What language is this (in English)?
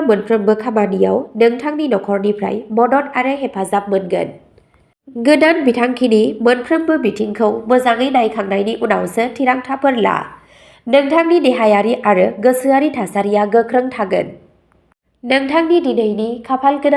Bodo